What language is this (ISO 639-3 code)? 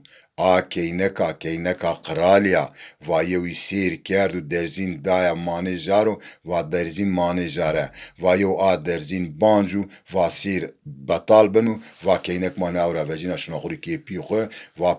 zza